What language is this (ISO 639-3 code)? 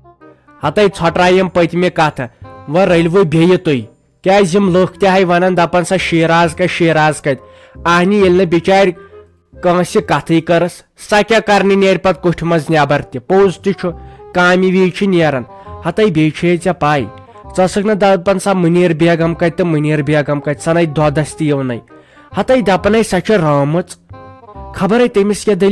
kas